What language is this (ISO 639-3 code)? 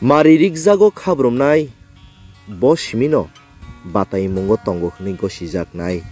trp